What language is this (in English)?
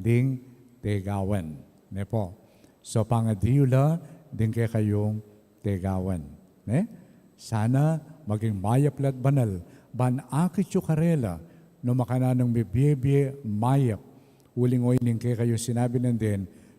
Pampanga